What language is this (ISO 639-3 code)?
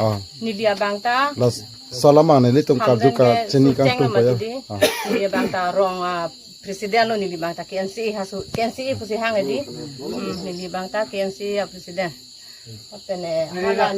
mjw